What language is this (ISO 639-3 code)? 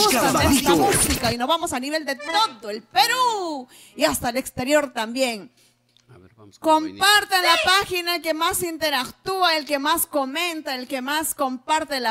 spa